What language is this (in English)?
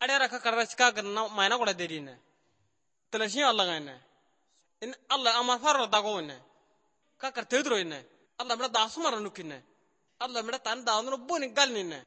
Hausa